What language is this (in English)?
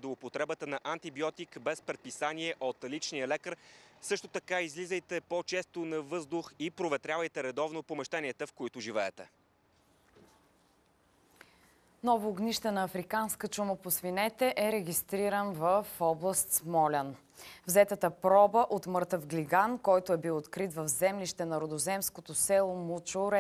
Bulgarian